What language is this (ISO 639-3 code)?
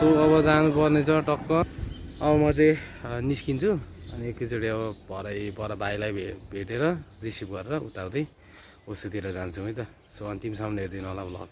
nep